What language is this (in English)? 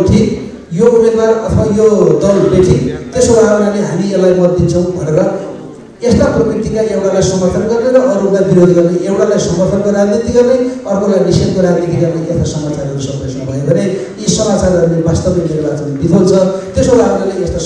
Nepali